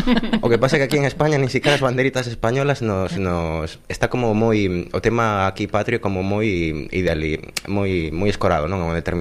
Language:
Galician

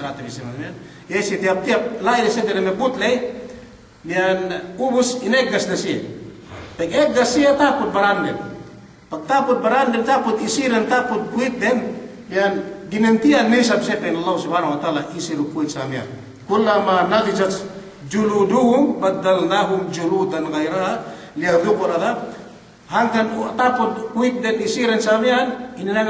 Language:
Yakan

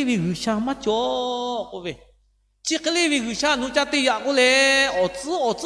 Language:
Lahu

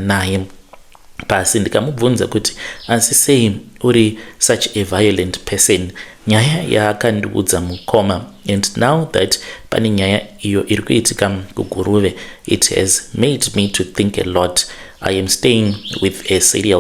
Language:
Shona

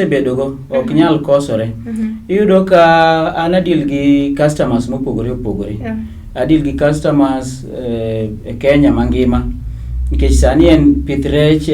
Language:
Luo (Kenya and Tanzania)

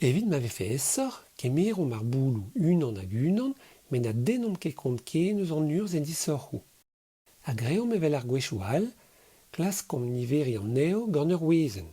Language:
Breton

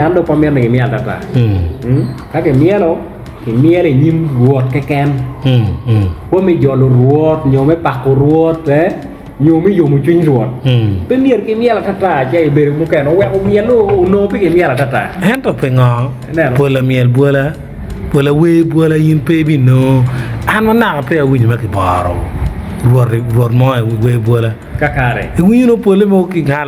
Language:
Acoli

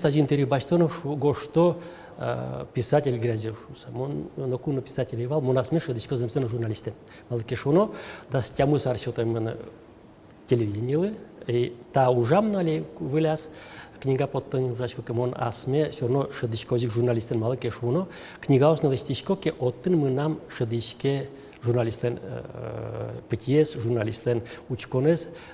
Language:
Udmurt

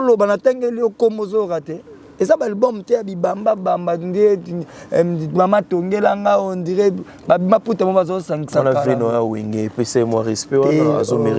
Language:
Lingala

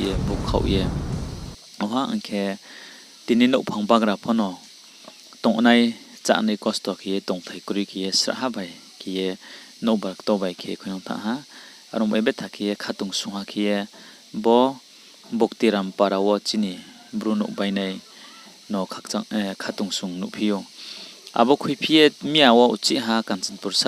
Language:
Riang (India)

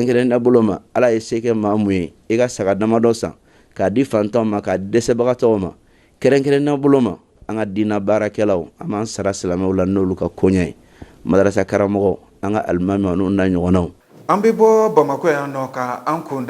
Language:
Bambara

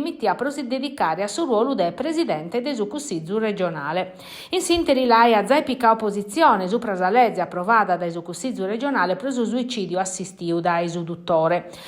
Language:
Sardinian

